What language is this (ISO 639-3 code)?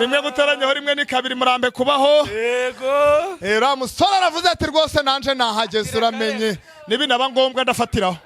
kin